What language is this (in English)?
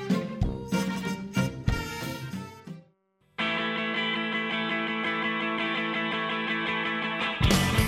Basque